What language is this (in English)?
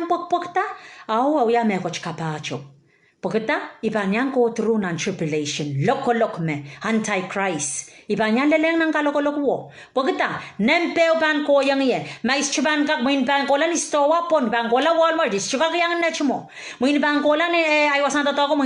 Pohnpeian